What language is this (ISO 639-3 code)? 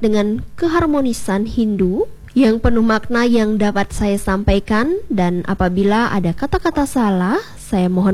ind